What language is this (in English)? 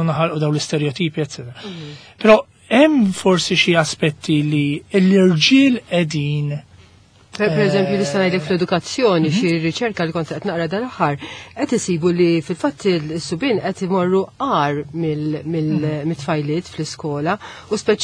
Maltese